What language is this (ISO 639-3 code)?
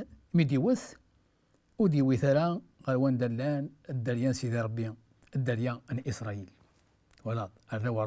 kab